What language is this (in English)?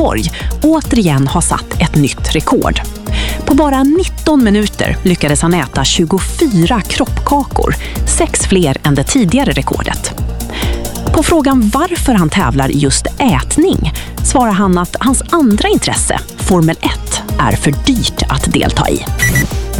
Swedish